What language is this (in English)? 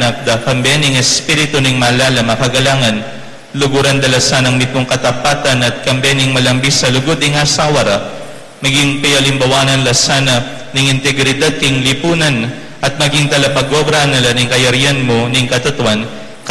Pampanga